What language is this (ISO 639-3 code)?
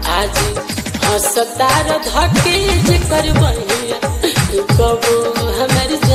bho